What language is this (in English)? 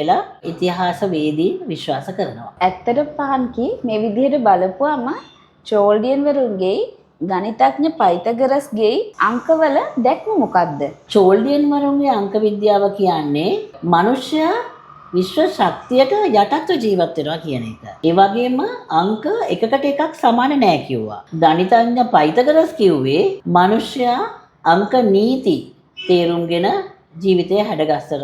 Sinhala